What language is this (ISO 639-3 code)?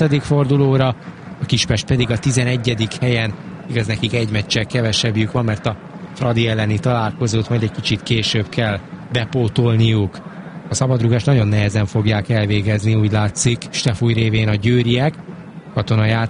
hun